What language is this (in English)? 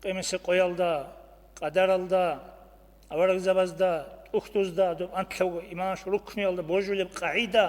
Avaric